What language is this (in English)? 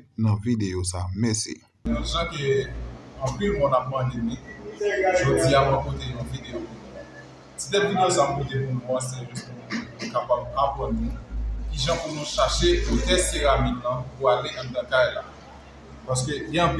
Haitian Creole